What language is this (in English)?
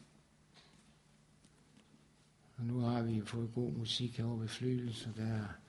Danish